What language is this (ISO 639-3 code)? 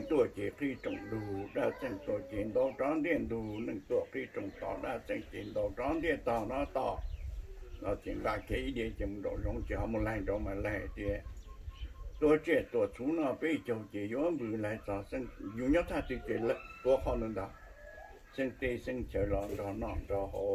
hmn